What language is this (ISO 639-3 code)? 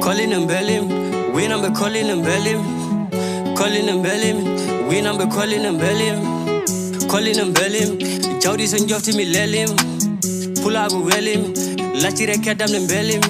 ful